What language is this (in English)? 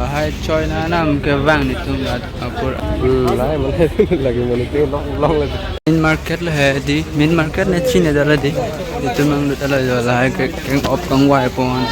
Karbi